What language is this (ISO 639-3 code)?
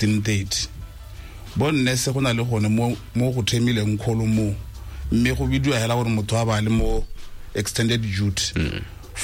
tsn